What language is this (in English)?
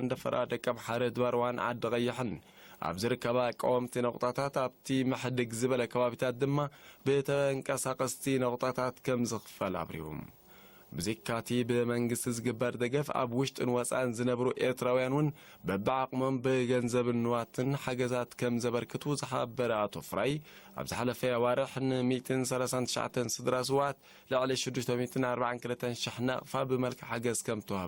Tigrinya